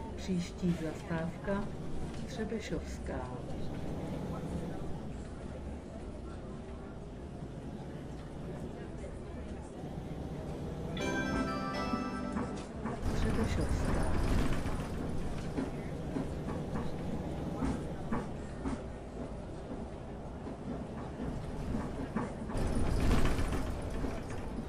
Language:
Czech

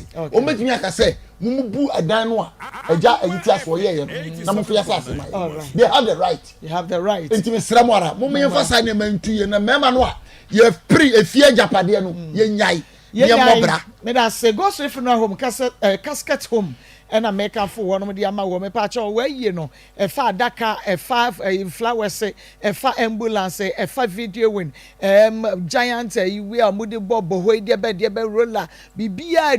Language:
Akan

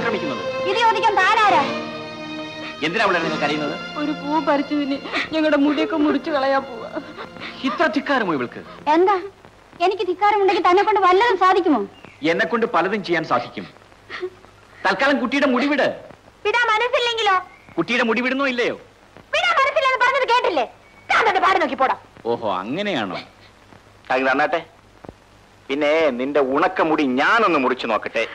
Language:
Malayalam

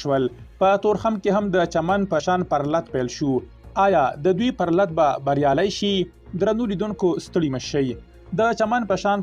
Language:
Pashto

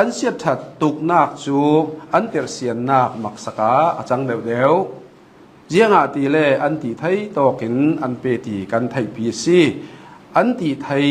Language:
Hakha Chin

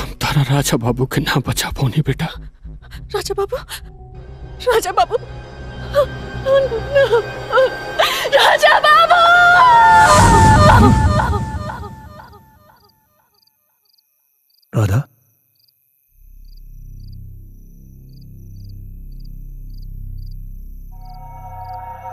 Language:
Bhojpuri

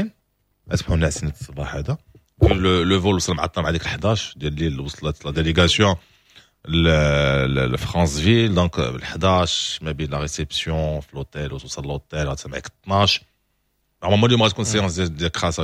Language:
Moroccan Arabic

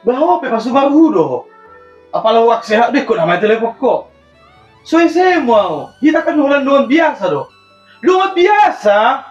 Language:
Batak Toba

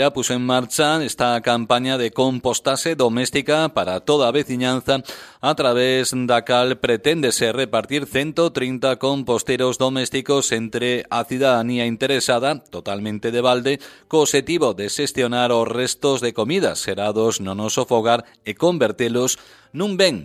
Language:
Galician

